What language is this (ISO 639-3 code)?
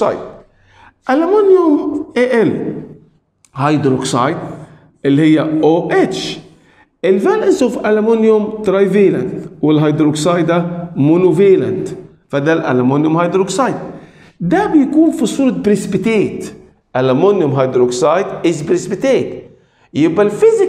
arz